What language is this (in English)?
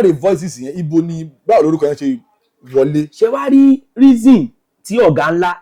Yoruba